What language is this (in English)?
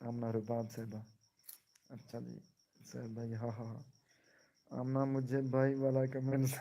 Saraiki